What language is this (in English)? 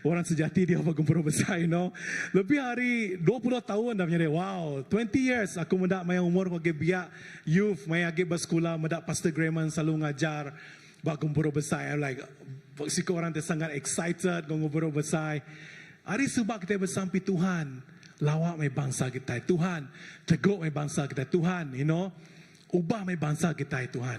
Iban